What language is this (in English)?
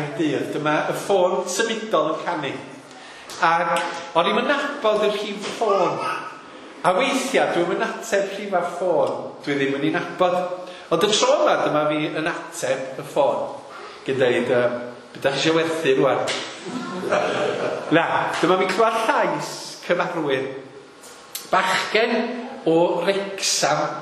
Welsh